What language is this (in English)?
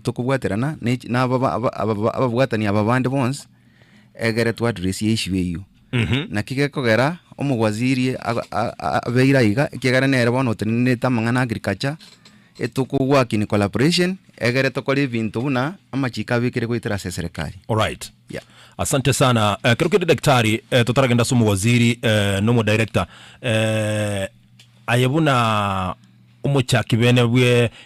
Gusii